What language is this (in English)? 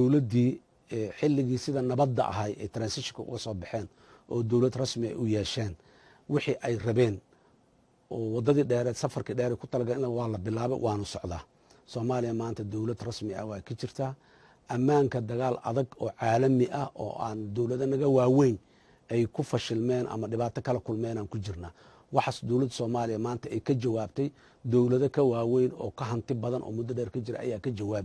Somali